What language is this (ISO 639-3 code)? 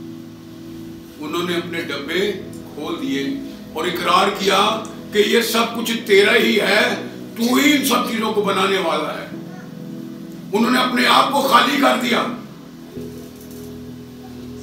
urd